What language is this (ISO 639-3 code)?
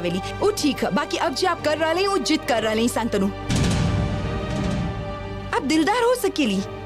bho